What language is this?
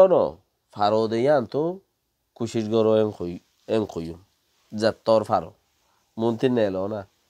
Rohingya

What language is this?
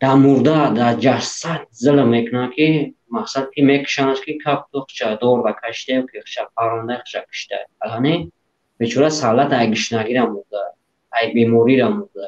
Tajik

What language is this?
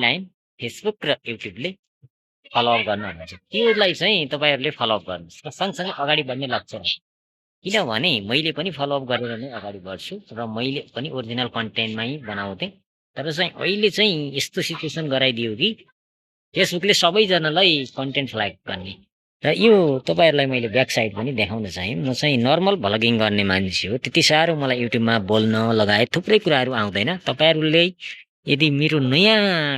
Nepali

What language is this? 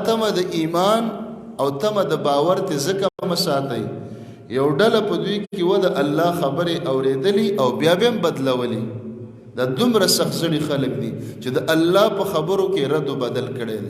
Pashto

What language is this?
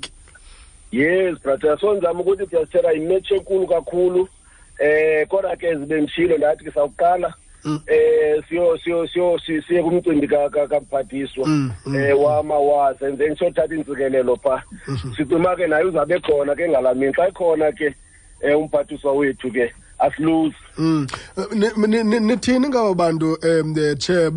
Xhosa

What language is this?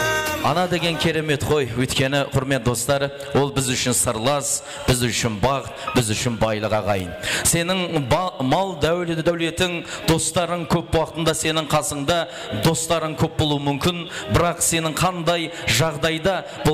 Kara-Kalpak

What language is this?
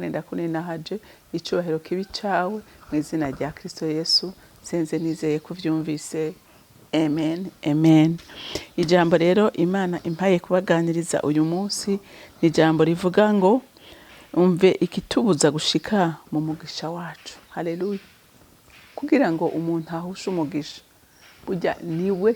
Rundi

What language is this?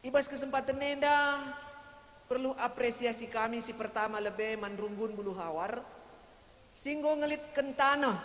Batak Karo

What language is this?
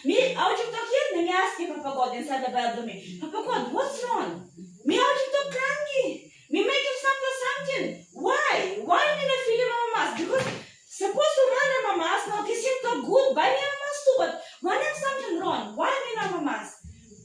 Tok Pisin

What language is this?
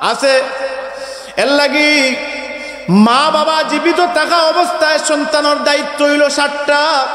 Sylheti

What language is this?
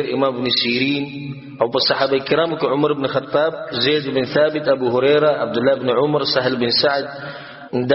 Pashto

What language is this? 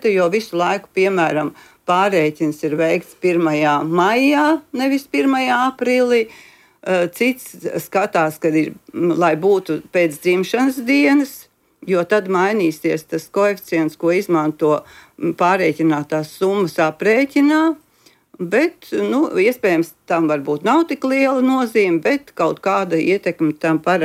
Latvian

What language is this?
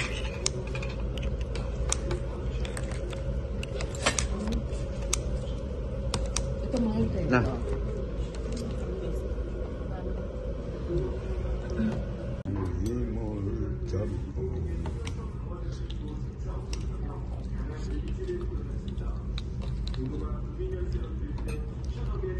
Filipino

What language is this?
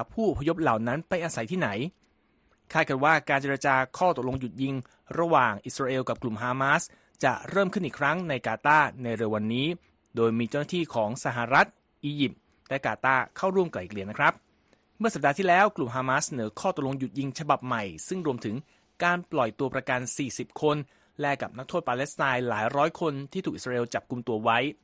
Thai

